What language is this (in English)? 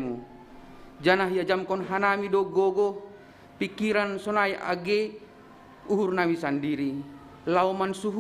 Batak Simalungun